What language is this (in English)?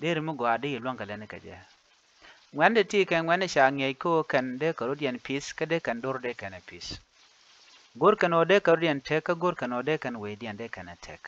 Nuer